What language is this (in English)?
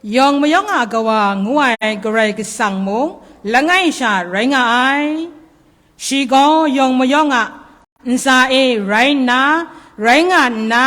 Kachin